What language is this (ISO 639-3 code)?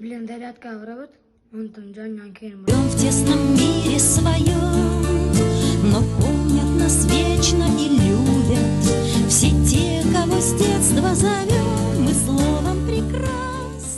sah